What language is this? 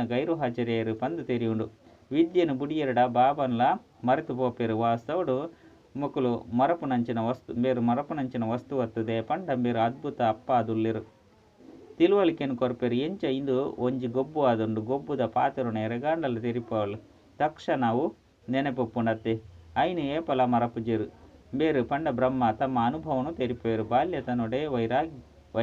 Tulu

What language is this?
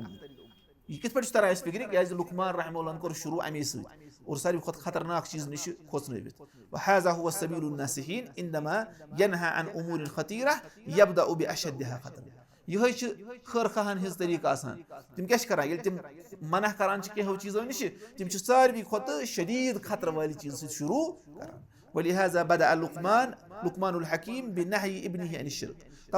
Kashmiri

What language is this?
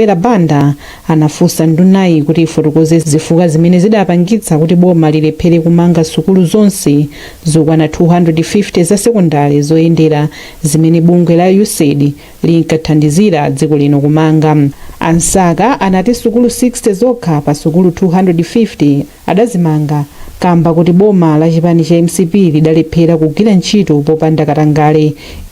Nyanja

